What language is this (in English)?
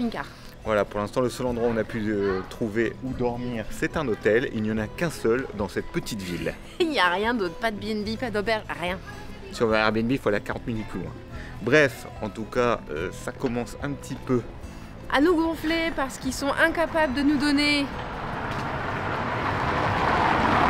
French